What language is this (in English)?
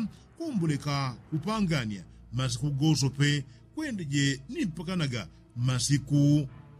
Yao